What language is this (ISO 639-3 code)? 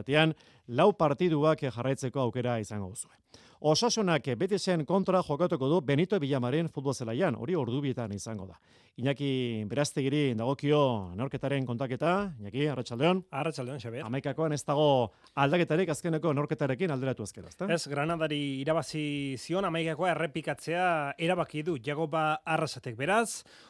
eus